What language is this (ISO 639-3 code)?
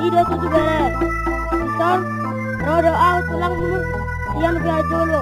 bbc